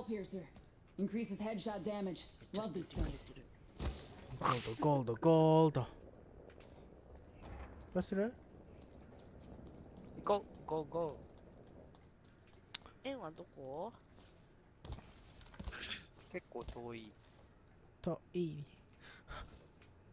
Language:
Japanese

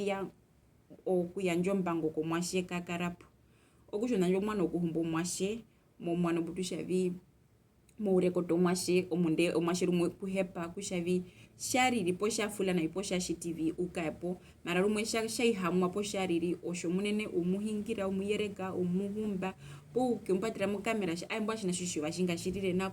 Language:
Herero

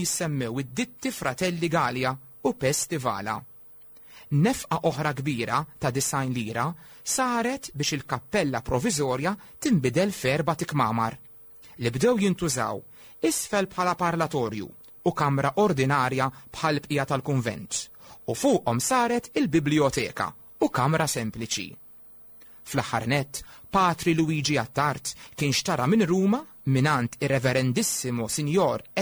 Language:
Maltese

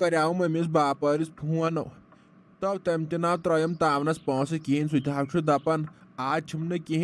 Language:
Kashmiri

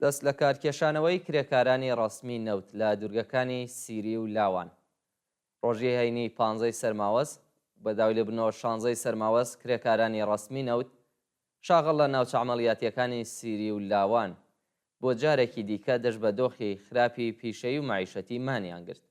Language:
Central Kurdish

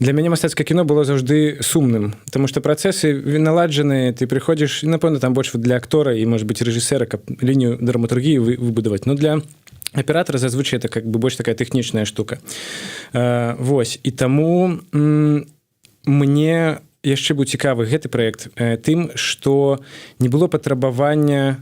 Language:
Belarusian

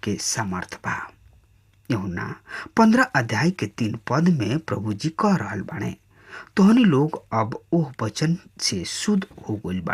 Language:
Bhojpuri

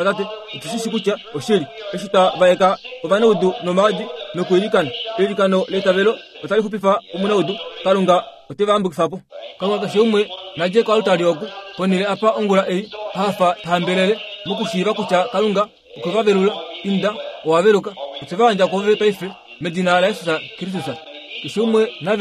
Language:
Kuanyama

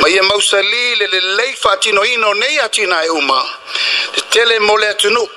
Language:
Samoan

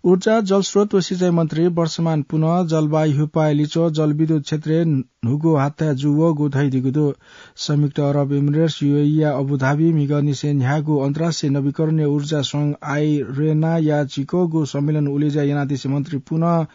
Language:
Newari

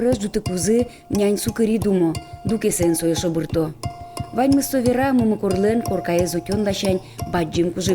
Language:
Udmurt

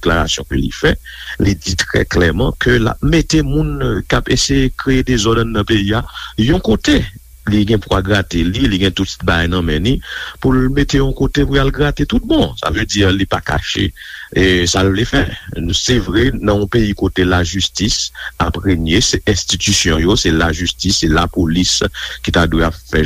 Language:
Haitian Creole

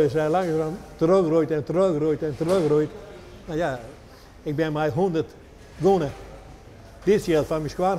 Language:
Western Frisian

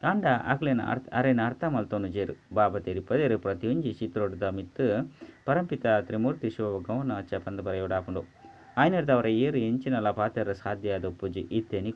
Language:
Tulu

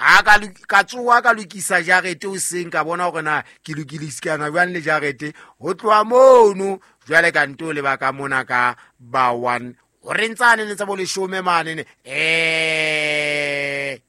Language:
Southern Sotho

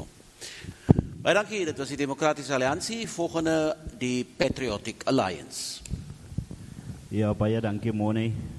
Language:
Afrikaans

